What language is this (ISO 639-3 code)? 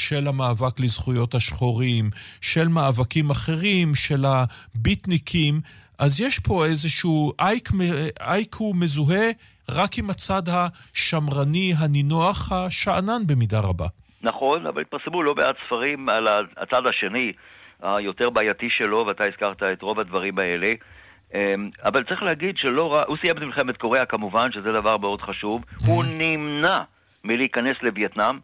heb